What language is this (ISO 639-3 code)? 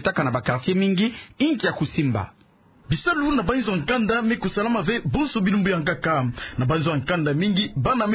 ktu